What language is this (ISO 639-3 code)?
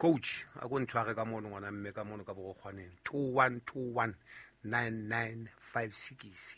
sot